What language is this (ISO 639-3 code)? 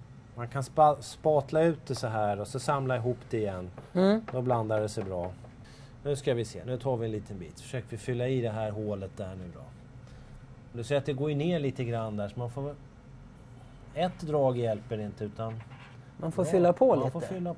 swe